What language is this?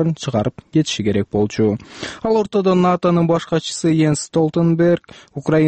Kyrgyz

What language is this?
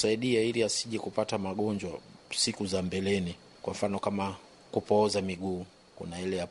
Swahili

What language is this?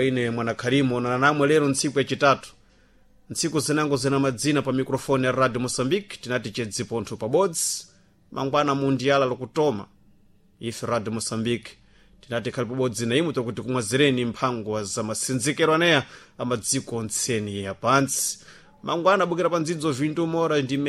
Sena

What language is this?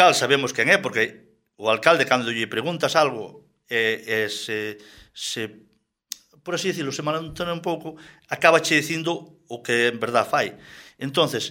Galician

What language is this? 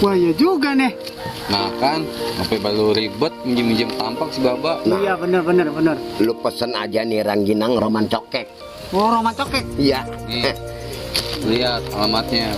Betawi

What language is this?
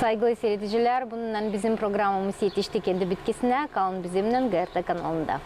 Gagauz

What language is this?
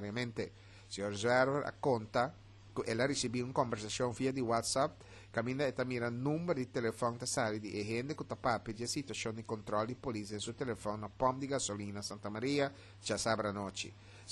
Papiamento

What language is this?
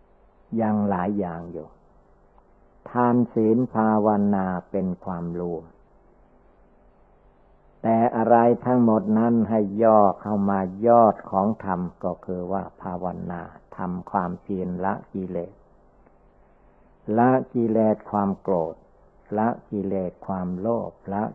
Thai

